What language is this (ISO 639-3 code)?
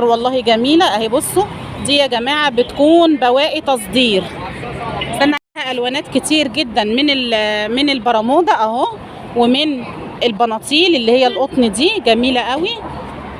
arz